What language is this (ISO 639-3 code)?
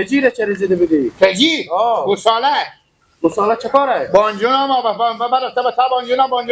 haz